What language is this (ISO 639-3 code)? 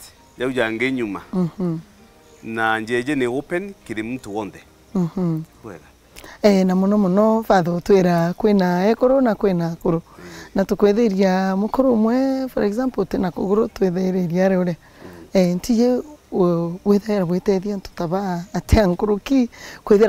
mer